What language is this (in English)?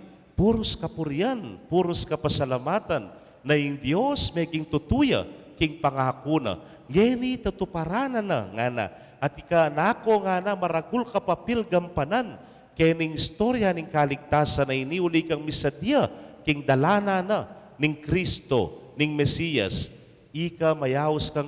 Pampanga